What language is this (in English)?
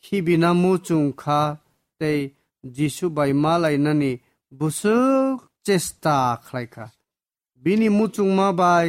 Kok Borok